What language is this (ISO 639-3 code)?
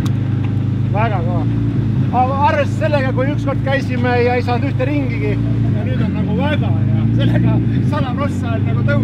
est